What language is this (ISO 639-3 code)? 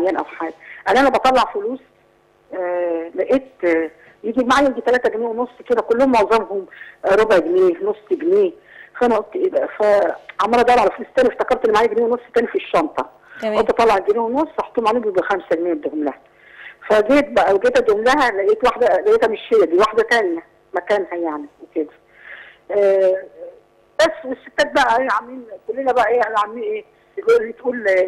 arz